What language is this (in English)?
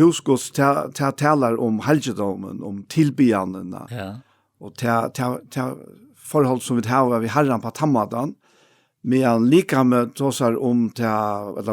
Faroese